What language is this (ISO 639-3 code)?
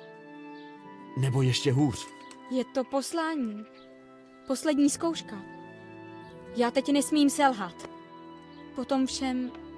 ces